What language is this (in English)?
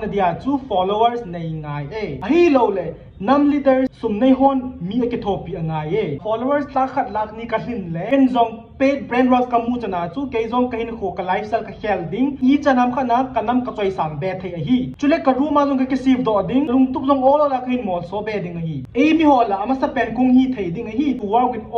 Thado Chin